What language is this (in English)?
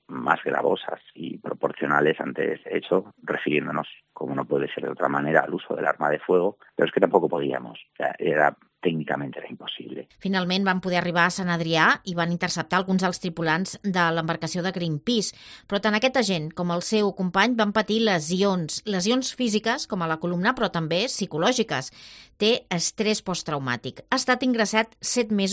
Catalan